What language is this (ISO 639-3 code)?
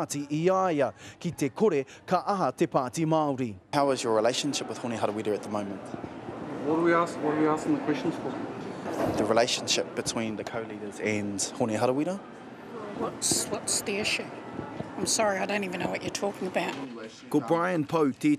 mri